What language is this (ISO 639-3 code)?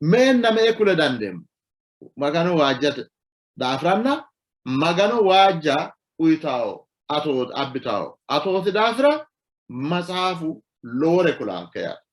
sid